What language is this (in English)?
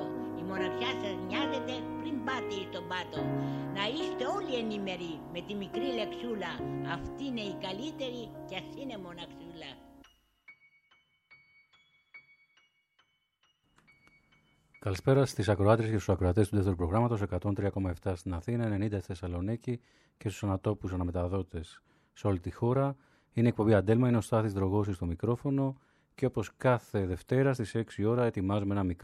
Greek